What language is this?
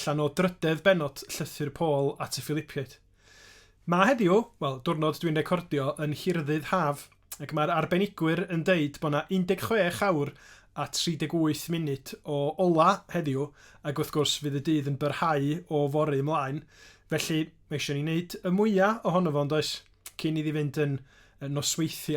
Welsh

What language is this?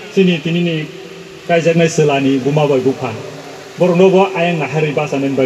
Kok Borok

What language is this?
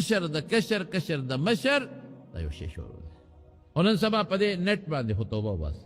Pashto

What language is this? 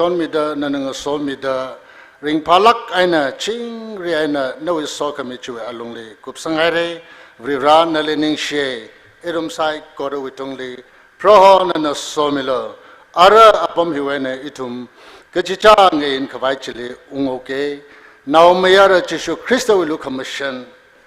Tangkhul Naga (India)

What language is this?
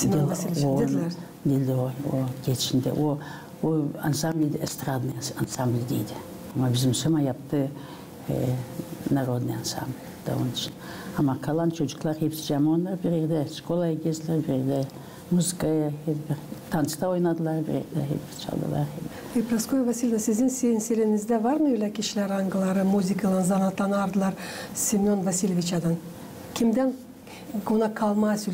Gagauz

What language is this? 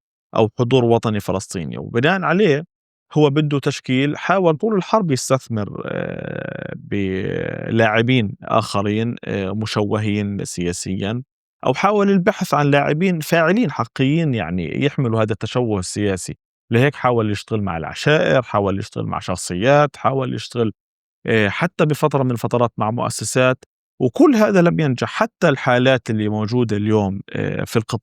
North Levantine Arabic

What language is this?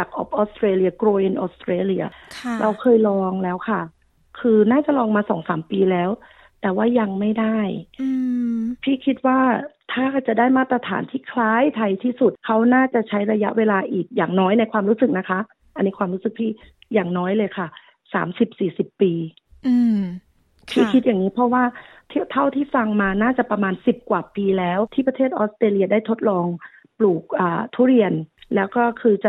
Thai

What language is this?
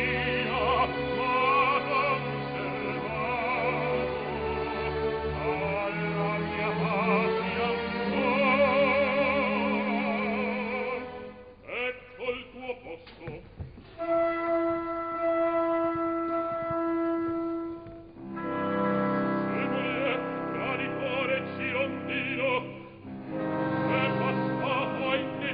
Italian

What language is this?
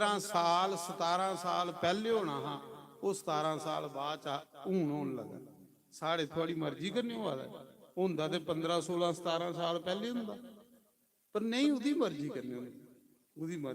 Dogri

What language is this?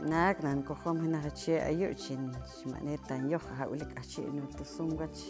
Poqomchi'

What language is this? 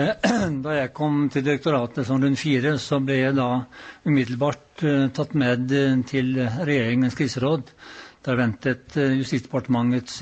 Norwegian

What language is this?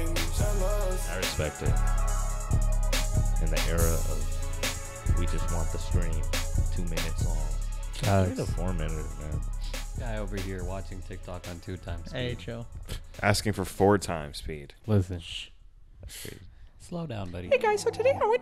English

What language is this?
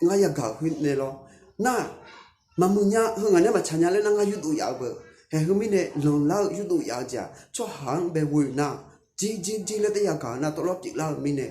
Akha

